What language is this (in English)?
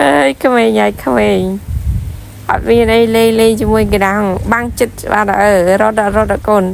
Khmer